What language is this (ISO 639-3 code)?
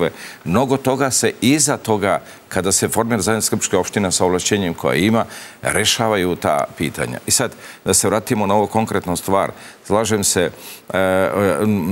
srp